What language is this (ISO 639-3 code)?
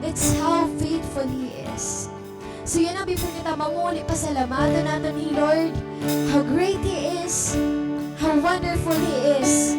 war